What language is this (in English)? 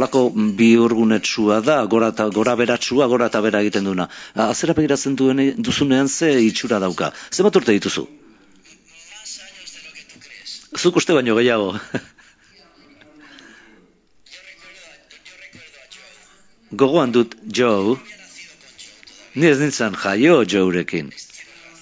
Basque